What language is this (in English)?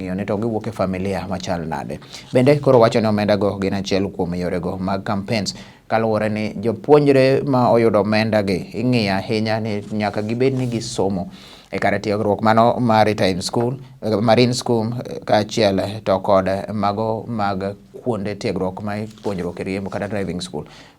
Luo (Kenya and Tanzania)